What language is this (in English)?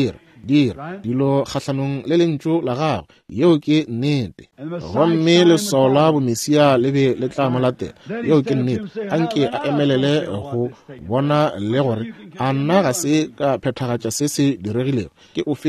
Northern Sotho